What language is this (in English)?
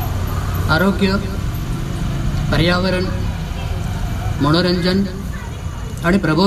Marathi